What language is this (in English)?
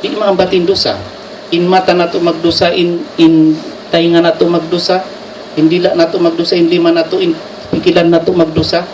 Tausug